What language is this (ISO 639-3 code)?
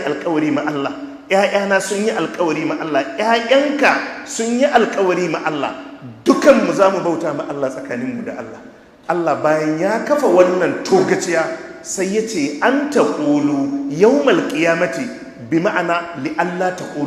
hau